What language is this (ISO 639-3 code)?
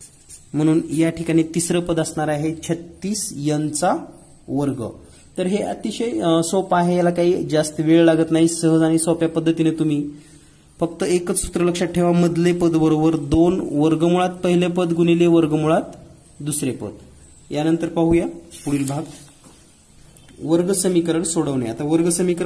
mar